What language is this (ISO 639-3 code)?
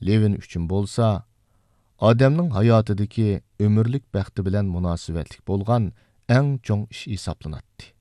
uig